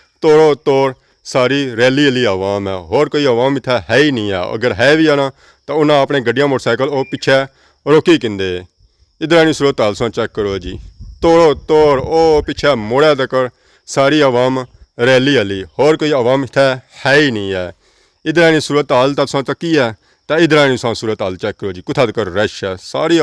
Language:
Pahari-Potwari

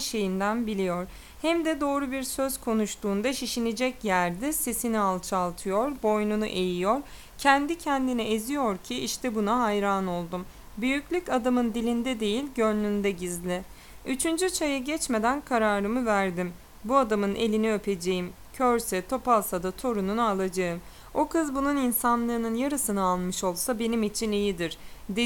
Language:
Turkish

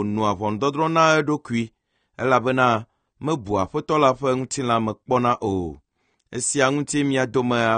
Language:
Ewe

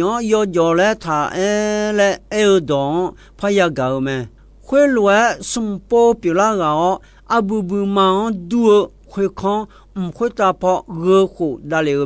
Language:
Akha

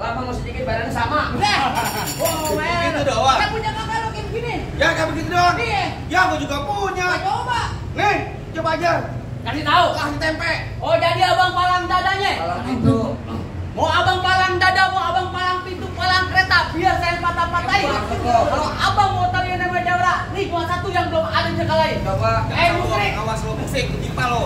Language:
Betawi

